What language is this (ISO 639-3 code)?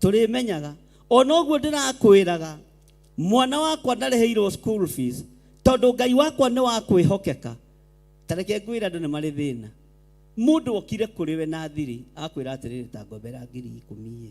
kik